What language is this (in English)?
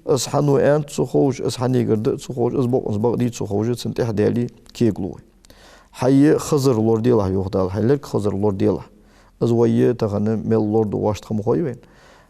Ingush